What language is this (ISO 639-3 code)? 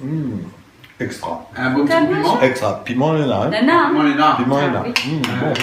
rcf